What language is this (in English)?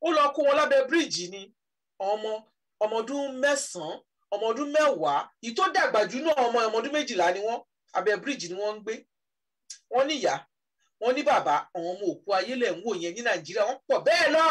Yoruba